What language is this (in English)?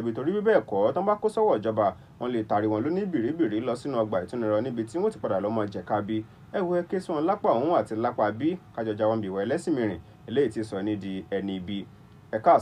Yoruba